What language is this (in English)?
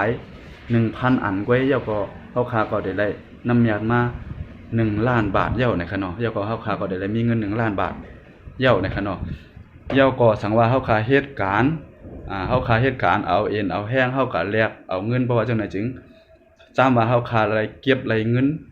Shan